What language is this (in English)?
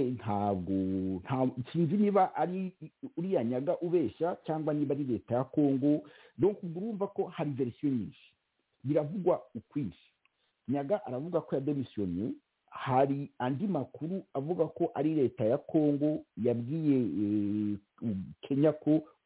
Kinyarwanda